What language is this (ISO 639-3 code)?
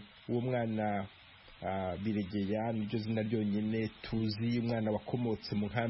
kin